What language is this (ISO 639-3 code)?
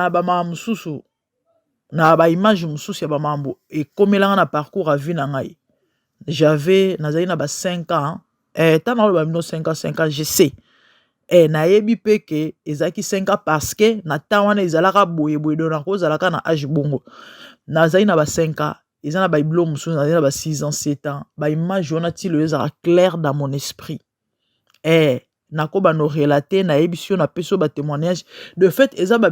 lin